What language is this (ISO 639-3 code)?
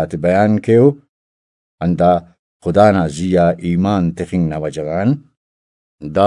brh